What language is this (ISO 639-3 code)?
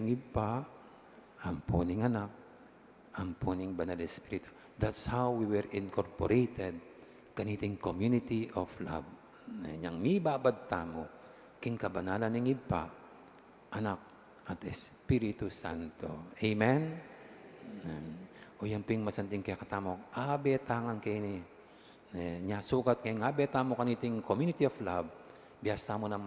pam